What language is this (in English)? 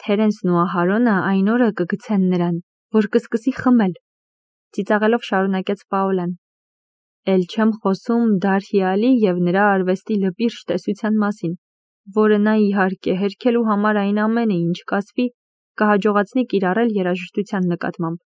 Armenian